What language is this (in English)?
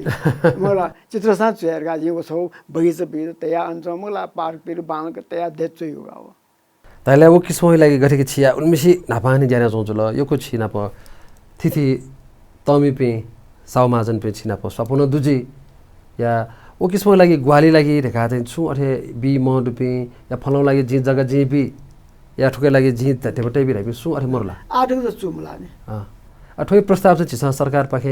Newari